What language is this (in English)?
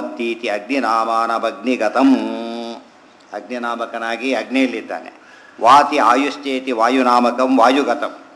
Kannada